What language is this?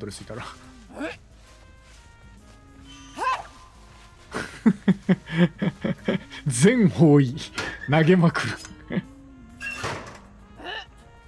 Japanese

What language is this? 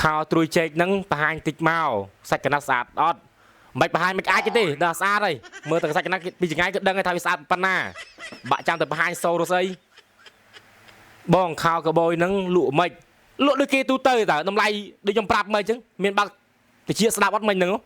Khmer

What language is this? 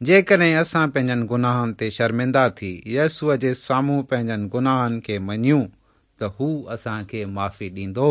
Sindhi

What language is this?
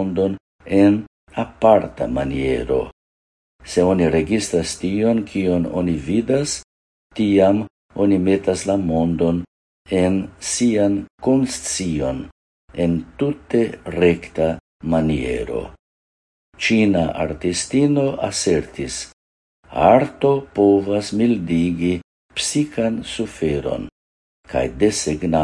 Esperanto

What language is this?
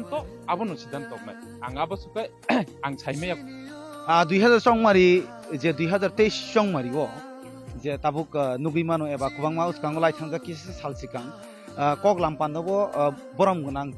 Kok Borok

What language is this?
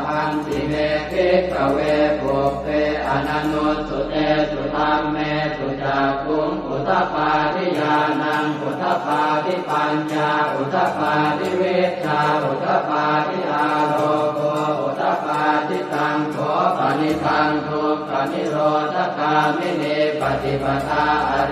Pali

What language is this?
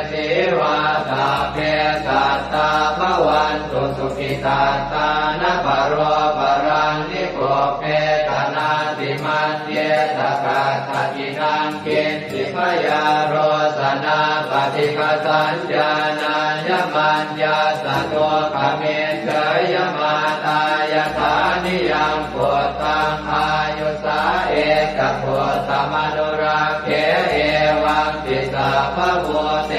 Pali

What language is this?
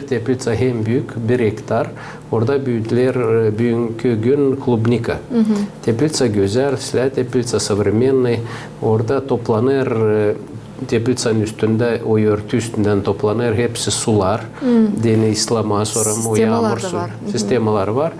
Gagauz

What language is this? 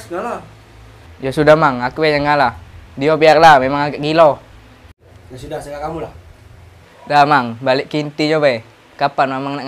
Musi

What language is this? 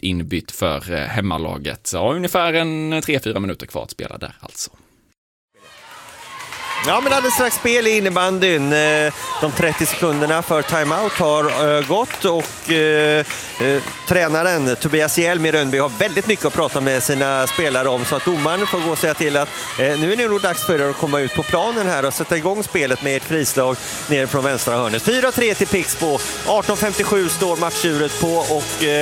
Swedish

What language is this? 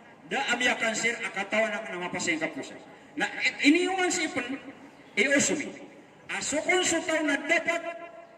Maranao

